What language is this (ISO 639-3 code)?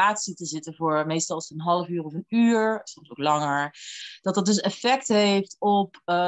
nld